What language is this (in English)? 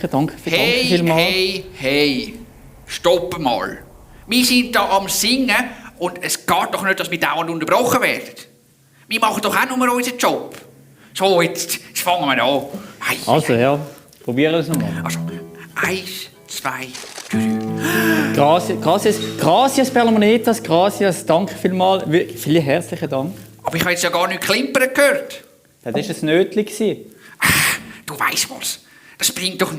Swiss German